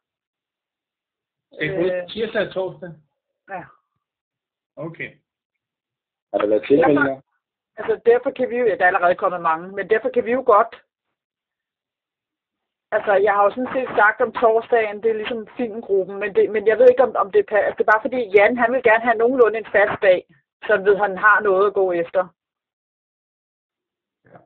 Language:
Danish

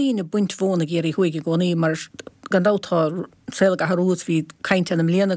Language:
Irish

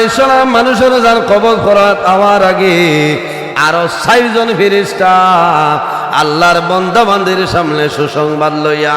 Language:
Sylheti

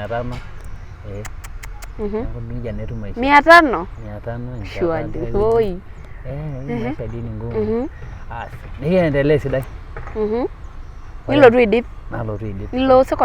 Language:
Masai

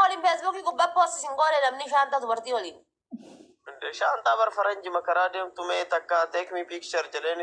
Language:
Oromo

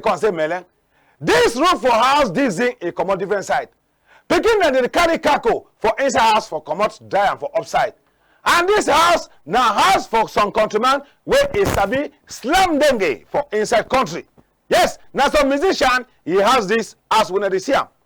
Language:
Cameroon Pidgin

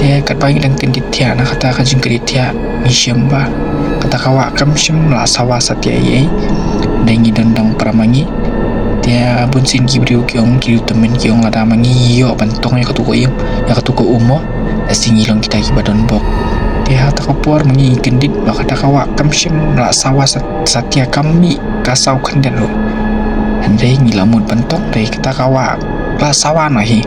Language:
Khasi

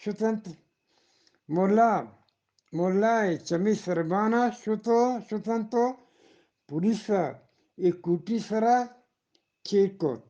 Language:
Eastern Balochi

